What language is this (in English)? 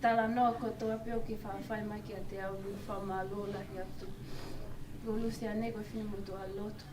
Tongan